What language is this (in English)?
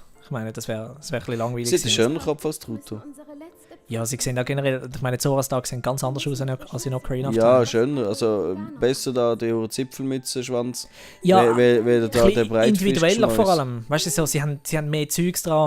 Swiss German